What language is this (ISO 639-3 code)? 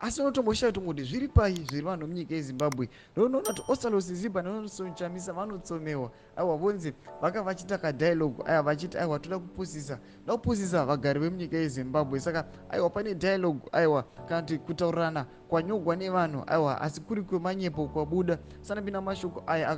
sna